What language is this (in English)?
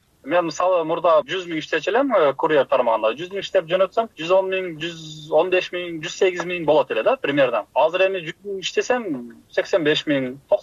Kyrgyz